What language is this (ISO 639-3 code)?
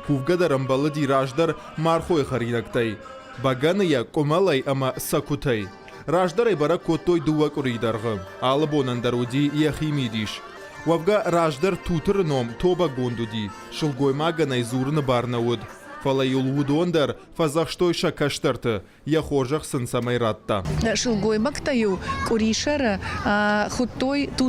oss